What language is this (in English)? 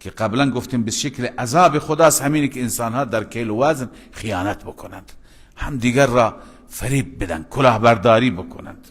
Persian